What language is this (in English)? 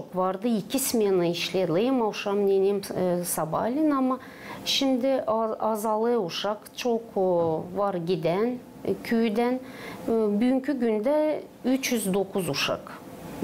Gagauz